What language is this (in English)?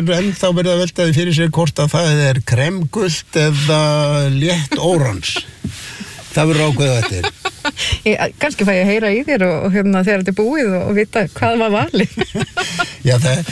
Icelandic